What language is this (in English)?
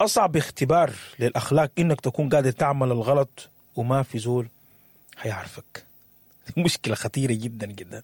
Sudanese Arabic